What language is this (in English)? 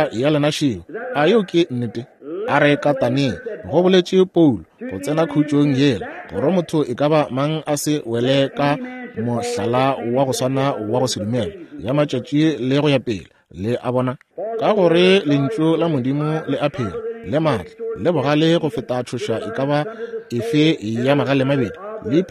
Northern Sotho